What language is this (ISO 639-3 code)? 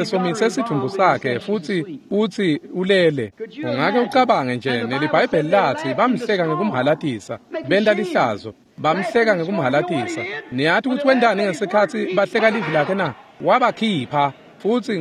ssw